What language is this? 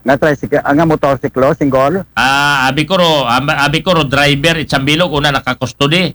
Aklanon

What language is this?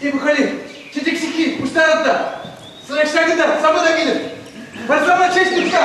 Chuvash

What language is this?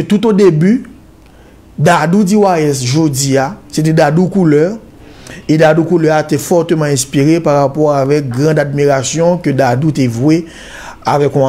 Haitian Creole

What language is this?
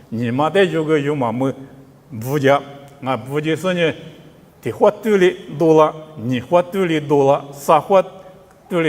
Lisu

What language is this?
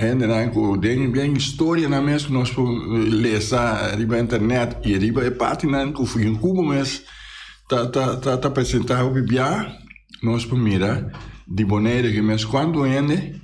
Papiamento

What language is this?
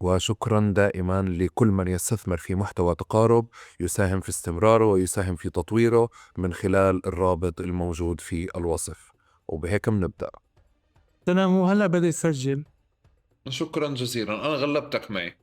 North Levantine Arabic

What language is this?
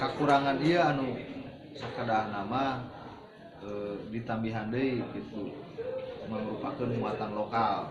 Sundanese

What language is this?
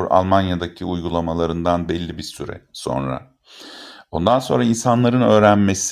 Turkish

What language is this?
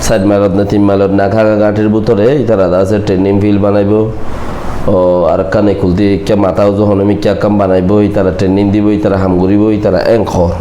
Rohingya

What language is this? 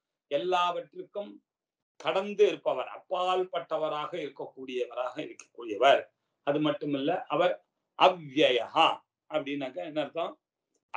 Tamil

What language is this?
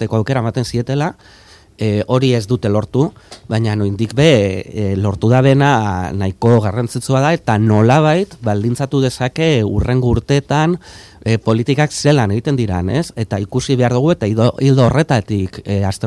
Basque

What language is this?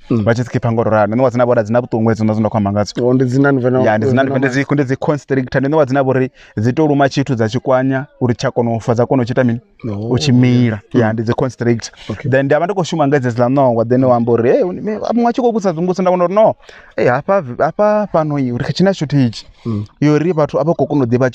Venda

